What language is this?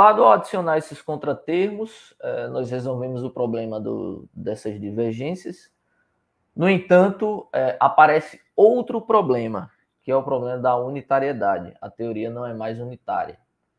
Portuguese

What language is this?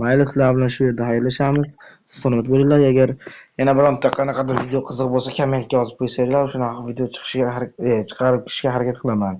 Uzbek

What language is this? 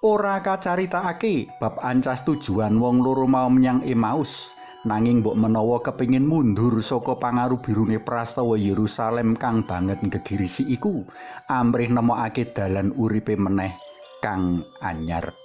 Javanese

